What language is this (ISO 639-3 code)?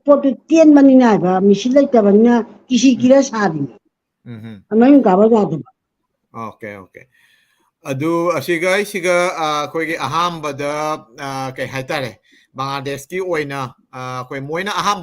mni